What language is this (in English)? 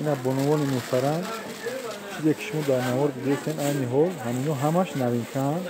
Tajik